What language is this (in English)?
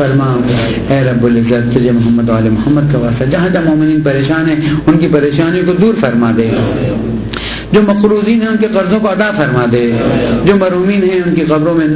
Urdu